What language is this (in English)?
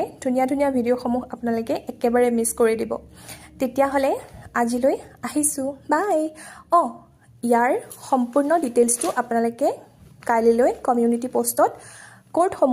Assamese